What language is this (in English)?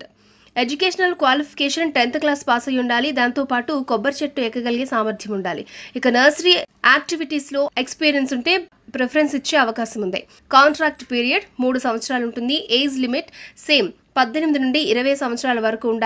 Telugu